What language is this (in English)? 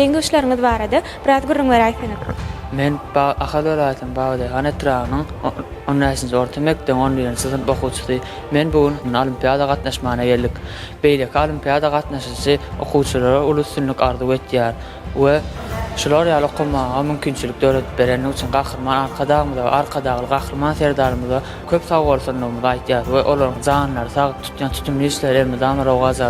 Turkmen